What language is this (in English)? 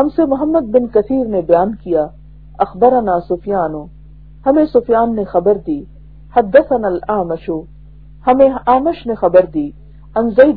Urdu